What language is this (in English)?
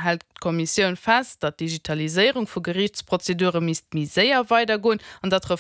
Luxembourgish